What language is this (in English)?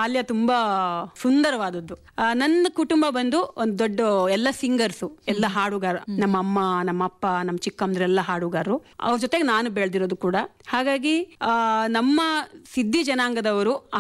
Kannada